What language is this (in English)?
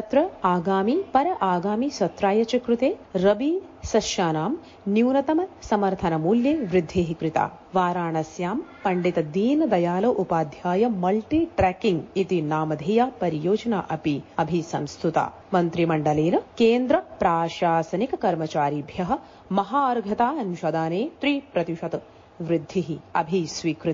Sanskrit